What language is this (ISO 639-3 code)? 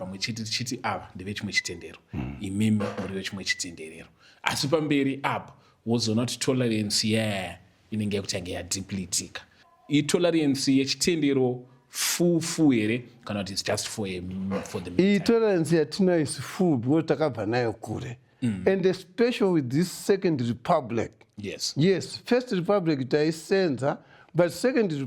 sna